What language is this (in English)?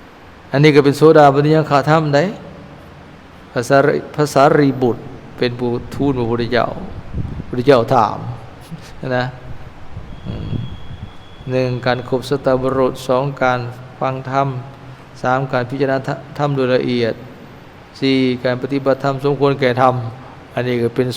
Lao